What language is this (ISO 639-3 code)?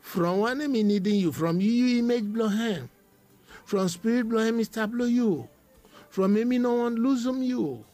bis